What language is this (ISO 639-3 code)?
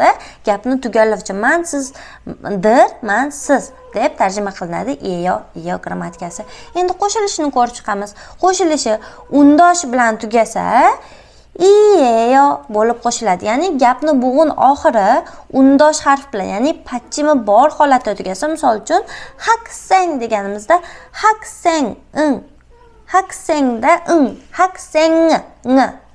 uzb